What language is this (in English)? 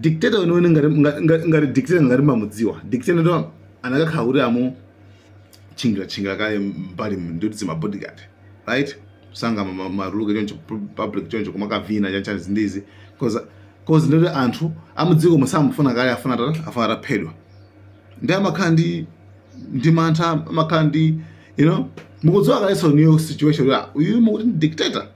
Nyanja